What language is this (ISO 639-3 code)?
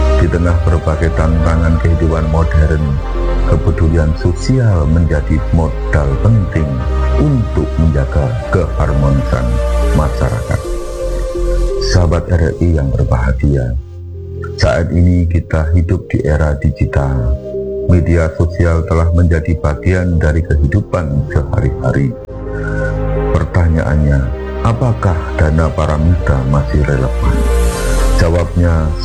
ind